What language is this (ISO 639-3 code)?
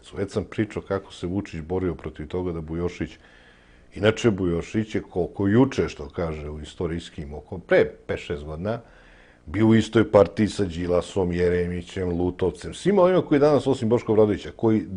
srp